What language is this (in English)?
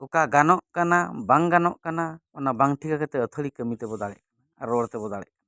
Santali